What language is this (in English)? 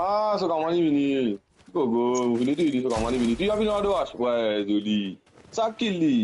Morisyen